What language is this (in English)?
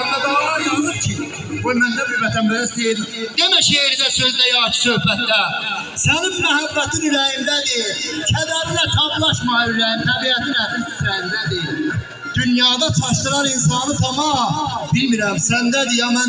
South Azerbaijani